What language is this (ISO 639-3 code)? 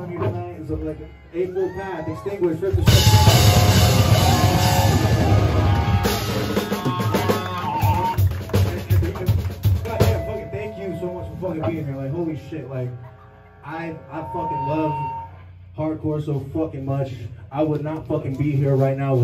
eng